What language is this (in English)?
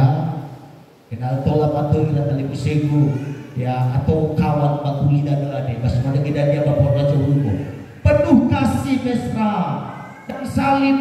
Nias